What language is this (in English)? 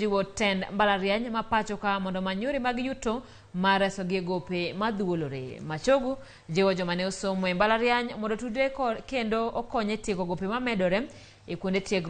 Luo (Kenya and Tanzania)